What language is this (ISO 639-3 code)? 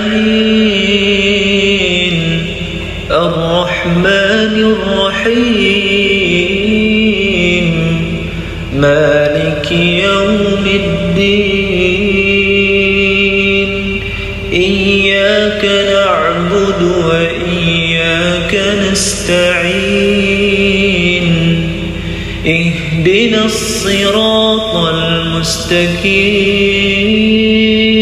ara